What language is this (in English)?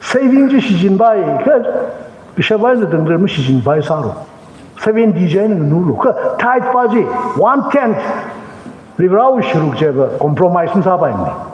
Tangkhul Naga (India)